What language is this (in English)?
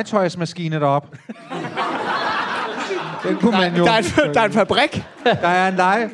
Danish